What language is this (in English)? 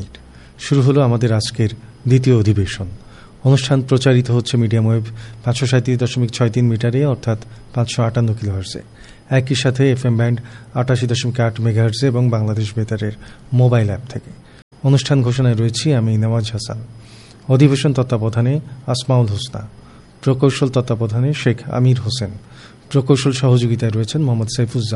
Bangla